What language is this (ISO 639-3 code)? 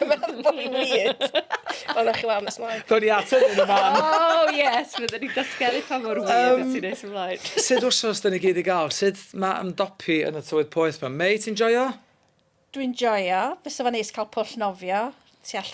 cym